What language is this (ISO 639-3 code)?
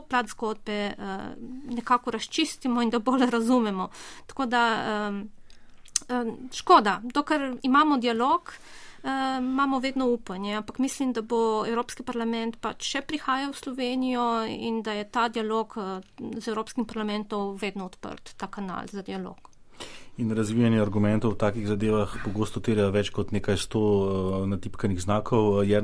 slv